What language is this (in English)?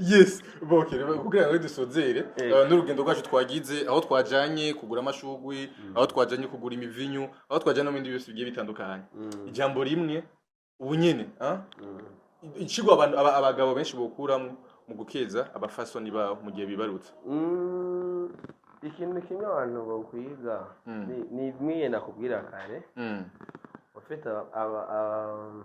Rundi